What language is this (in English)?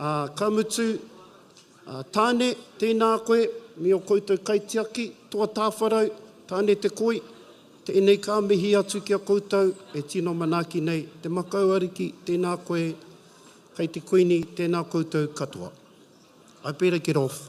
Māori